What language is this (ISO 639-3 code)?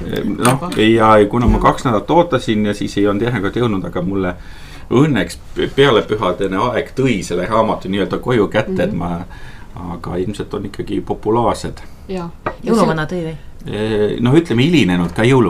est